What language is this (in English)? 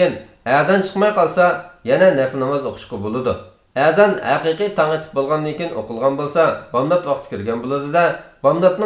Uyghur